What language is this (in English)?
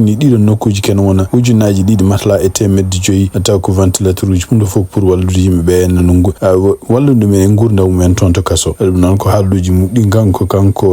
Fula